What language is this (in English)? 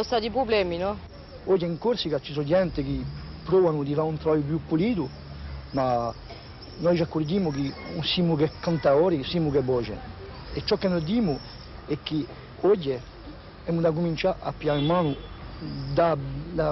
Corsican